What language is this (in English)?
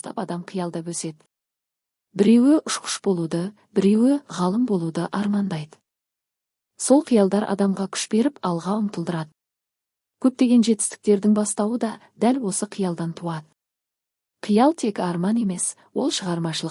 Kazakh